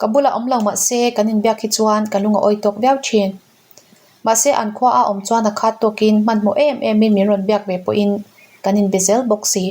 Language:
Mizo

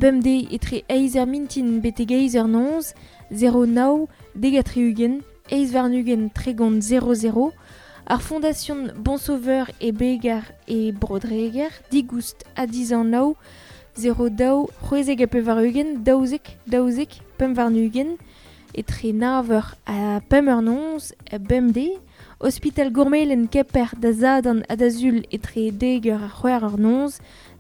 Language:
Breton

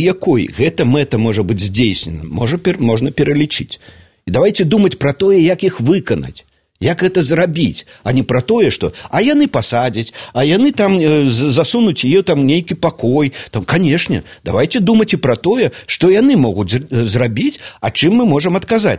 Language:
Belarusian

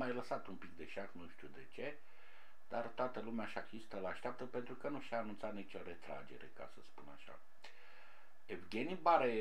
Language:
Romanian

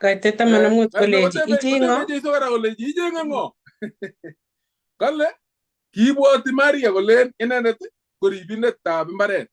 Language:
Kalenjin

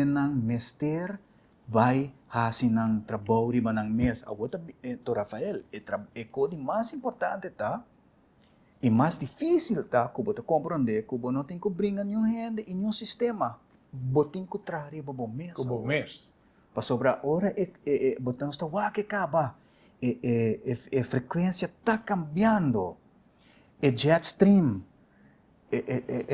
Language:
Papiamento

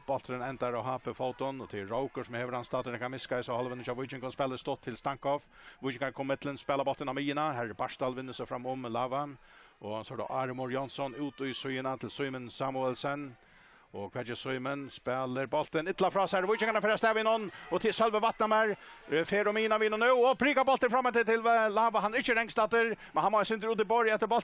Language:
Faroese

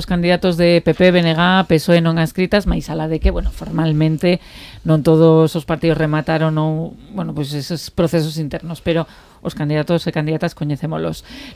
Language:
Galician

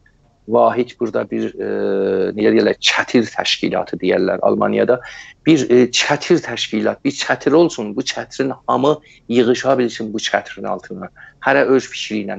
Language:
South Azerbaijani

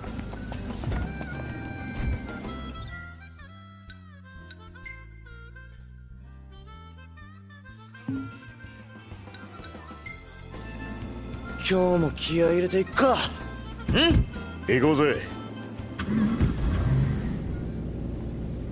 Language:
Japanese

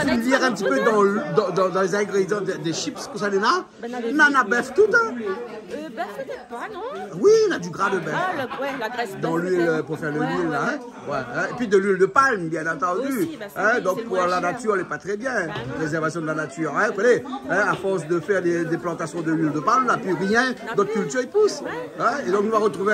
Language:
Réunion Creole French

